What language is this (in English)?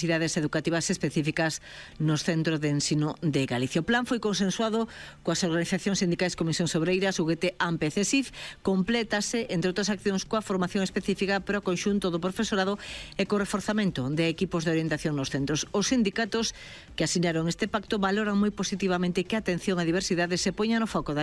Galician